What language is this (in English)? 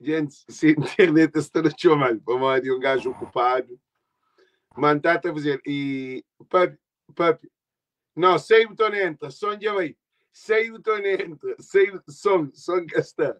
Kabuverdianu